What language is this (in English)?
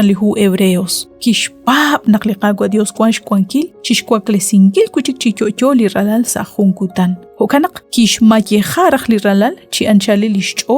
Kekchí